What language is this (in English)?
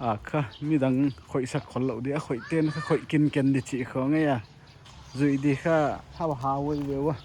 Paite Chin